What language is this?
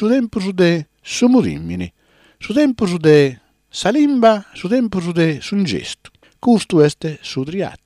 Sardinian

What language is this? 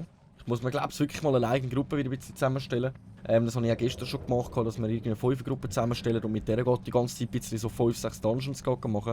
Swiss German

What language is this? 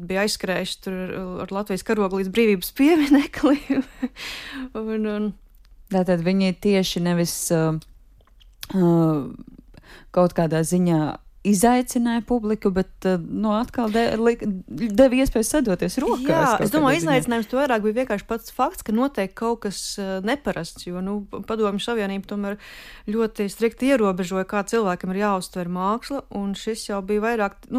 Latvian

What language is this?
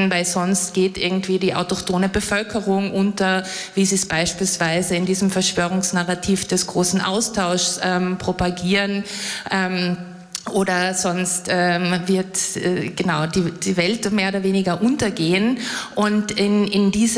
German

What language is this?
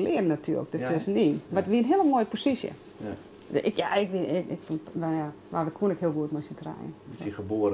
Western Frisian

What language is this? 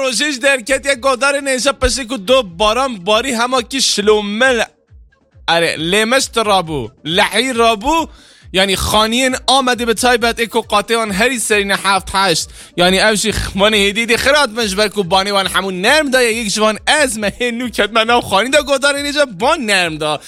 Kurdish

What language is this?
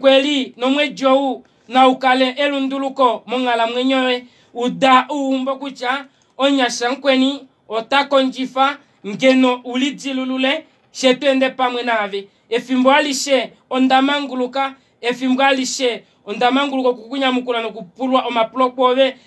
Kuanyama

